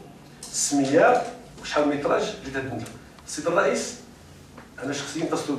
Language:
Moroccan Arabic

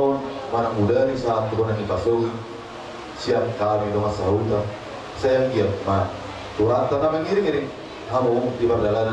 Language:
Batak Toba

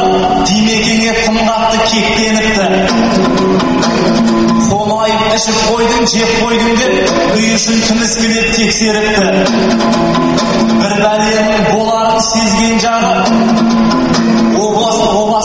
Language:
Kazakh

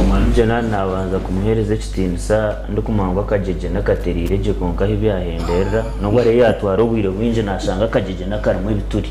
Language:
Nyankole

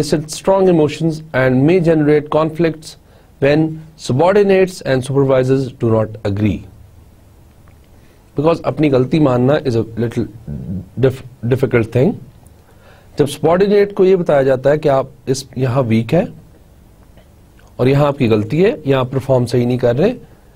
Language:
Hindi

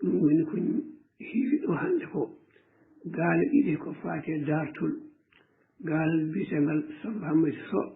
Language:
Fula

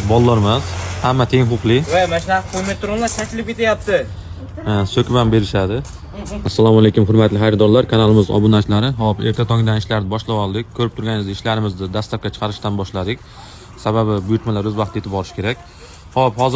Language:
Uzbek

